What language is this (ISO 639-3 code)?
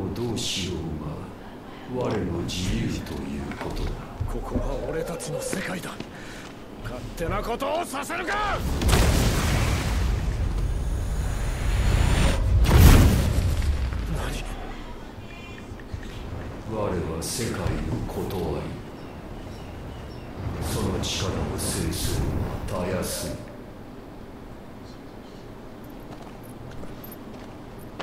jpn